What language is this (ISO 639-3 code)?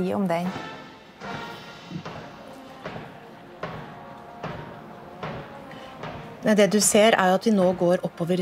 nor